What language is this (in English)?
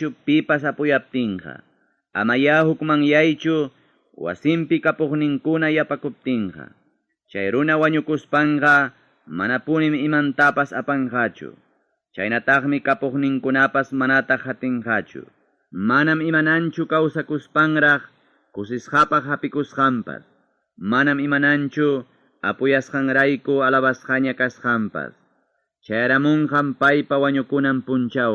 Ayacucho Quechua